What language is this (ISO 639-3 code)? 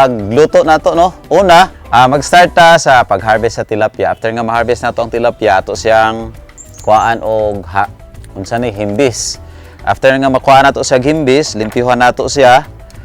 ceb